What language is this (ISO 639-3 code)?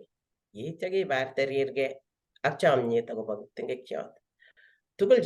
kln